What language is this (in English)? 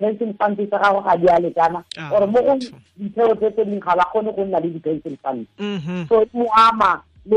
Tswana